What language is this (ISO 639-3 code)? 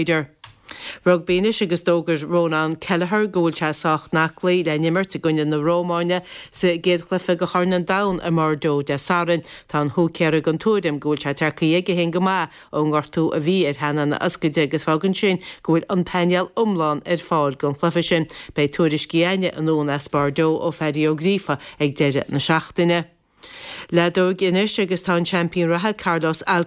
gle